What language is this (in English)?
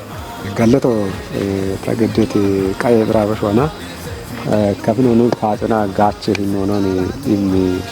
Kafa